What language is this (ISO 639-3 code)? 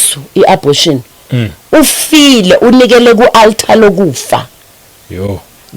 zul